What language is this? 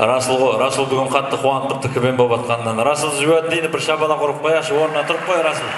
Kara-Kalpak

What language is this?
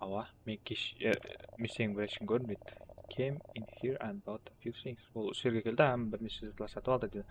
Kara-Kalpak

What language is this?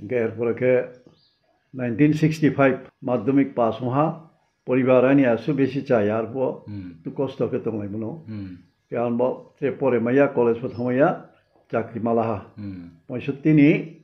Riang (India)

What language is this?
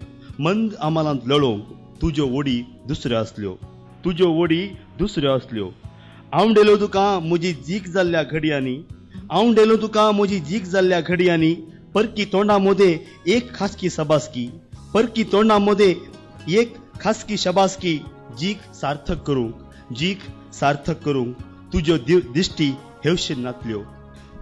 Konkani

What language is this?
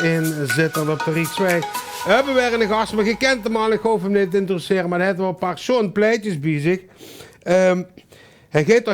Limburgish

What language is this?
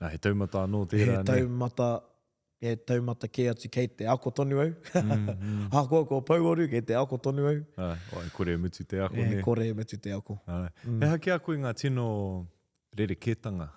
Māori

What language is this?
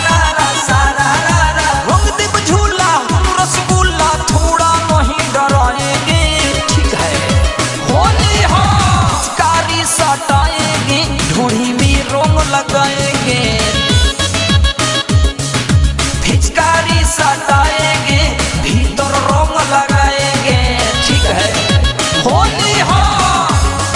Bhojpuri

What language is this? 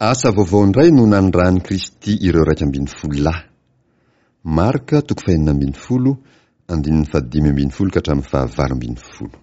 Malagasy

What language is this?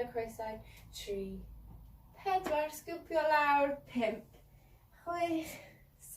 Welsh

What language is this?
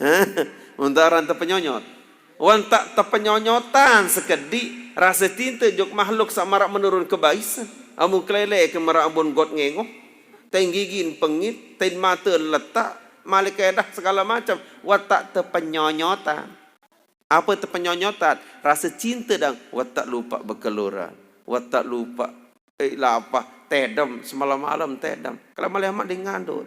Sasak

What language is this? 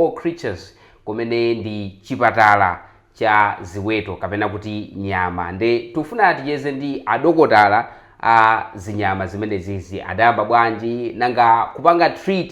Nyanja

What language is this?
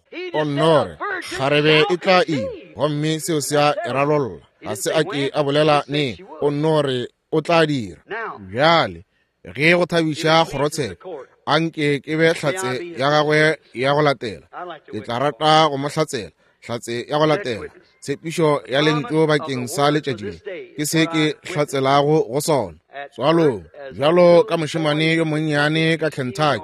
Northern Sotho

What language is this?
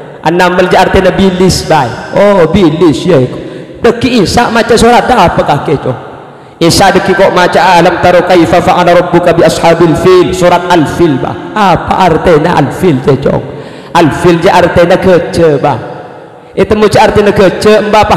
Madurese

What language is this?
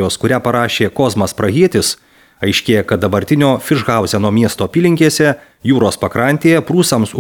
Lithuanian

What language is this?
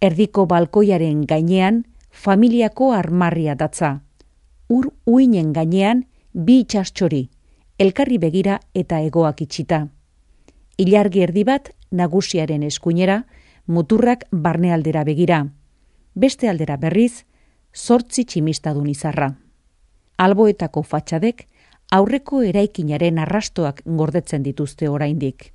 Basque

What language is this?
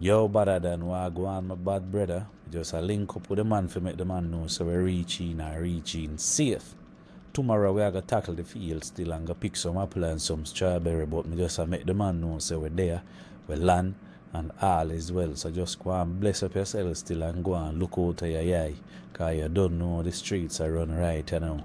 Jamaican Creole English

